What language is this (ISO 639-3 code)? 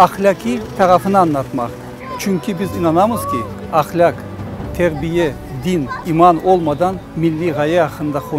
crh